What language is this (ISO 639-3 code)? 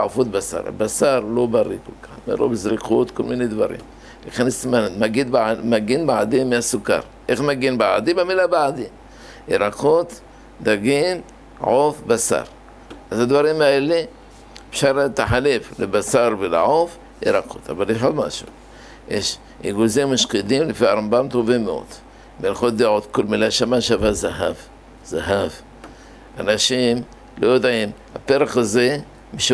heb